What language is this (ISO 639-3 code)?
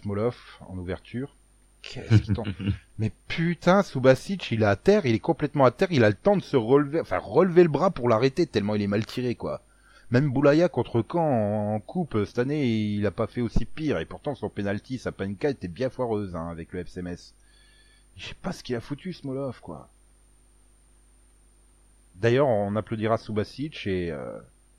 fra